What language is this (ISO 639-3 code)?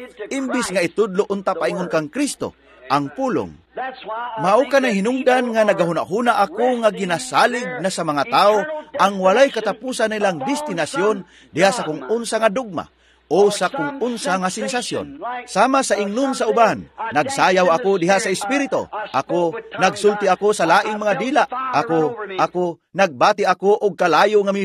ceb